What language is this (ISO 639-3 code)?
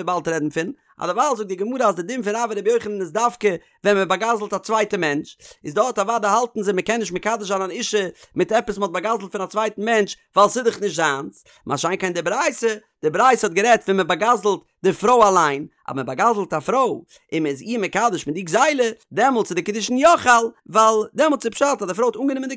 yid